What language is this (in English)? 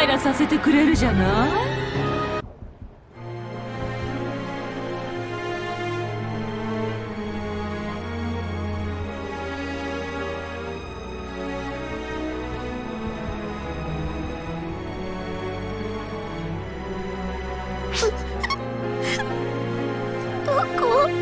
Japanese